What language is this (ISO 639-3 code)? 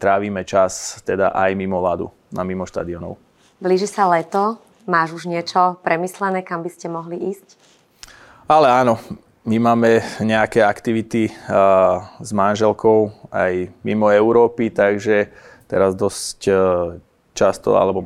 slk